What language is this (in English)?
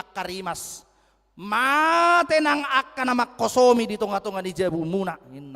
Batak Toba